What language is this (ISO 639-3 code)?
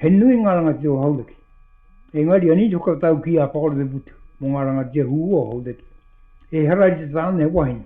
mri